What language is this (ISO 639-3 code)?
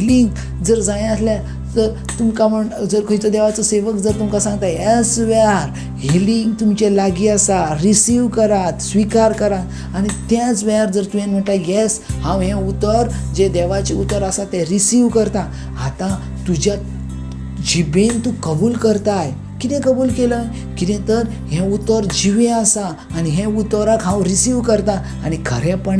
kok